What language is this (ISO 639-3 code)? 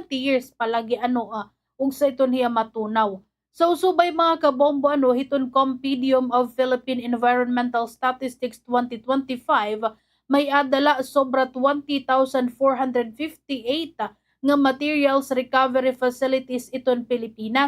war